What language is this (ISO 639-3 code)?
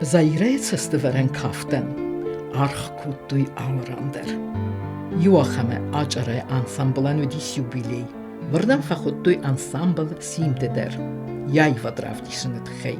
oss